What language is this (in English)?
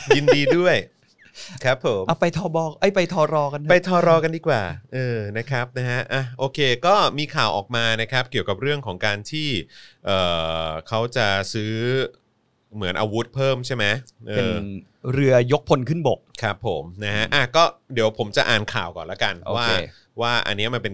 Thai